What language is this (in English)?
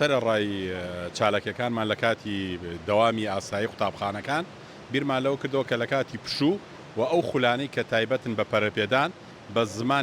Central Kurdish